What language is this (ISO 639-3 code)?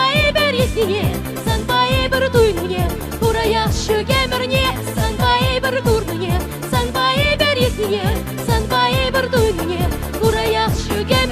chv